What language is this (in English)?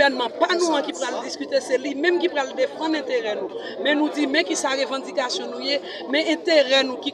Haitian Creole